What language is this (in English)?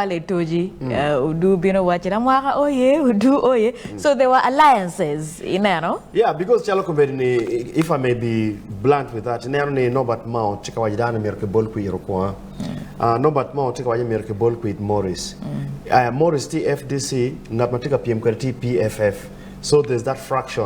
Acoli